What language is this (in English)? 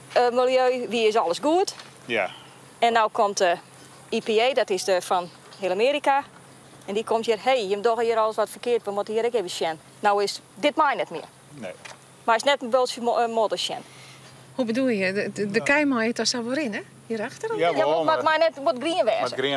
Western Frisian